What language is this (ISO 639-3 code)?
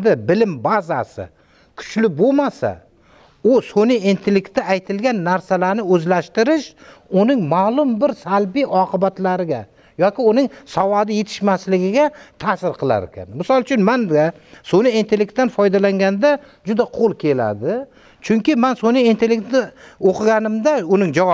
uzb